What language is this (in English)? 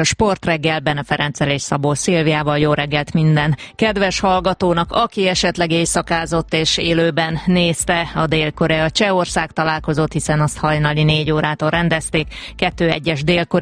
Hungarian